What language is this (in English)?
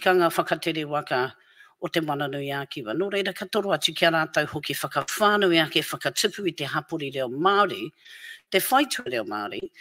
Māori